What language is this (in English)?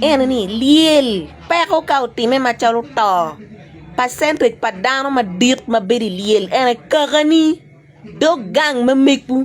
Acoli